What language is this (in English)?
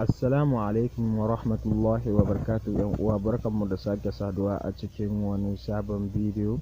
Hausa